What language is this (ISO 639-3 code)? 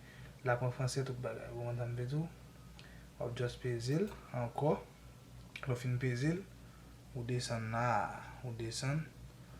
hat